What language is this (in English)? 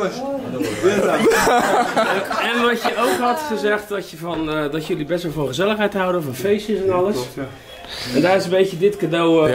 Dutch